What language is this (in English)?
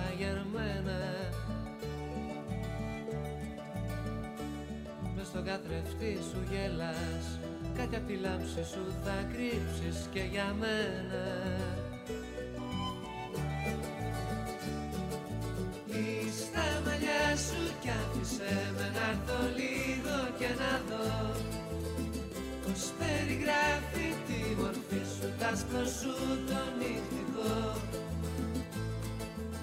Greek